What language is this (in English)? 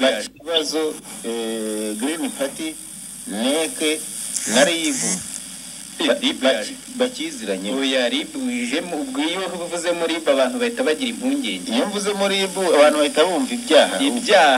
Kinyarwanda